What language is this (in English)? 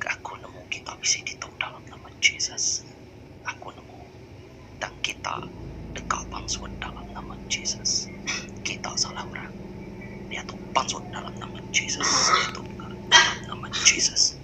Iban